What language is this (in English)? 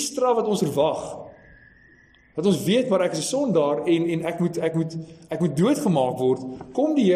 Afrikaans